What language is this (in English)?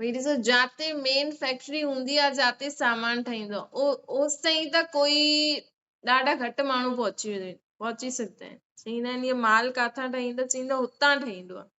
Sindhi